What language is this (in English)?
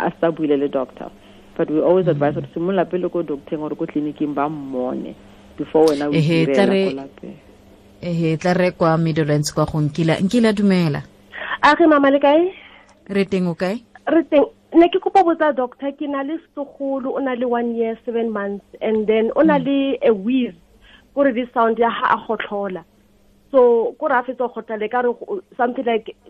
Tswana